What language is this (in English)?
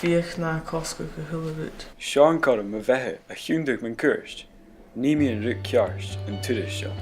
Scottish Gaelic